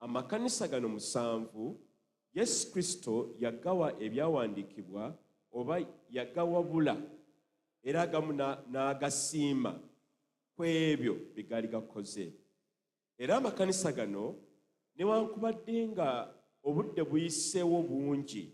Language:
Ganda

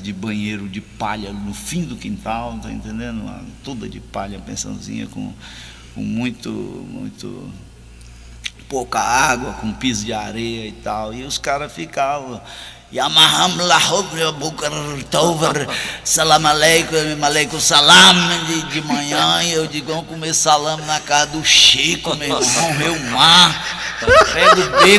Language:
Portuguese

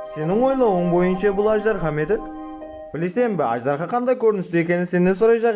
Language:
Kara-Kalpak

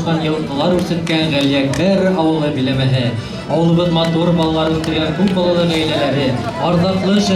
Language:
Bashkir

